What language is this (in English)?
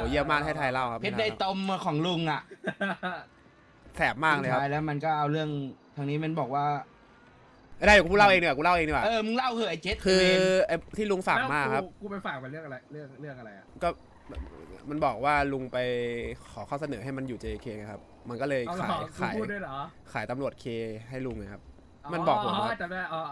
Thai